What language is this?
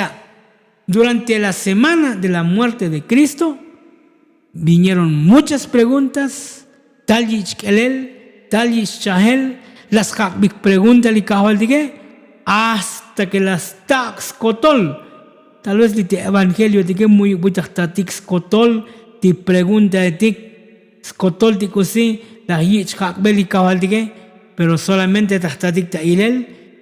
Tzotzil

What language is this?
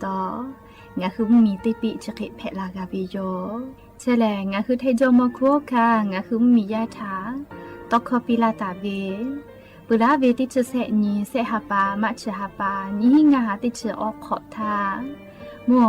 Lahu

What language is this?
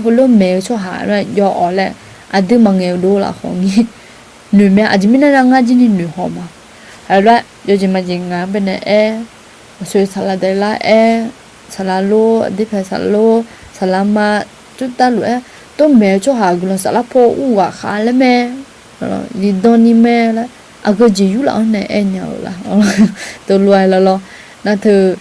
Akha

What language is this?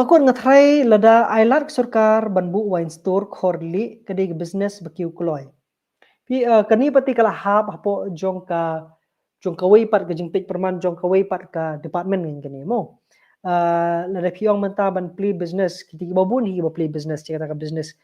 Khasi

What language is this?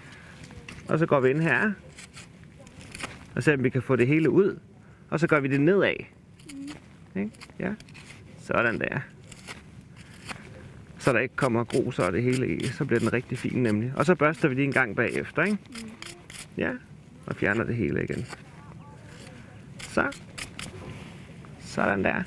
Danish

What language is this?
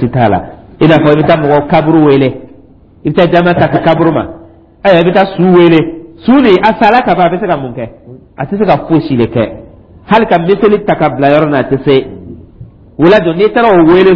Dyula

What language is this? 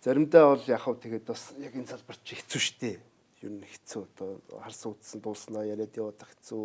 Mongolian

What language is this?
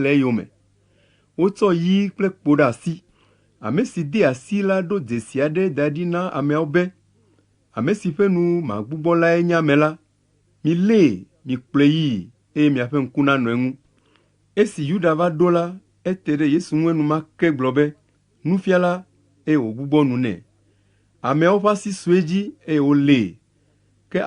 Ewe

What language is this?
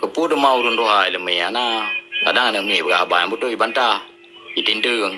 Achinese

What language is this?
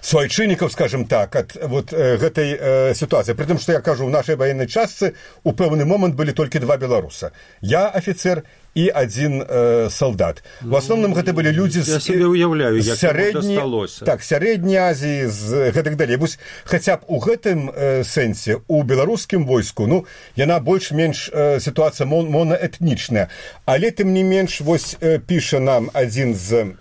Belarusian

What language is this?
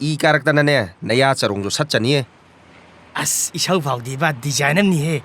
Manipuri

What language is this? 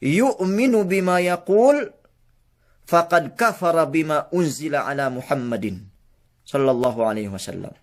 Yakan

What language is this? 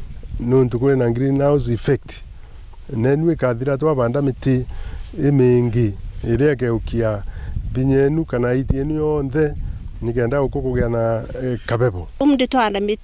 Meru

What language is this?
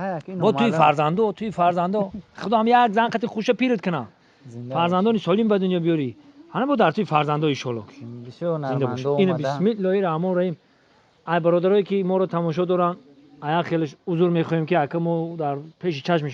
Tajik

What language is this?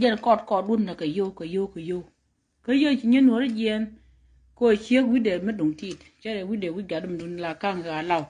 Nuer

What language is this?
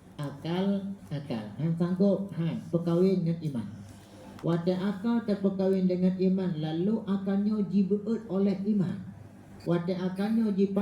Achinese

